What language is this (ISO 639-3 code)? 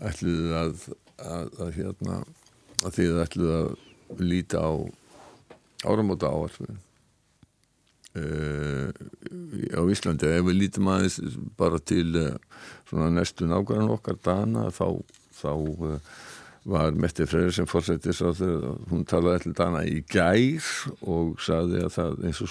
isl